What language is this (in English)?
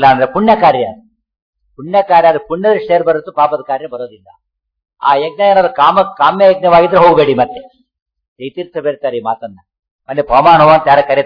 Kannada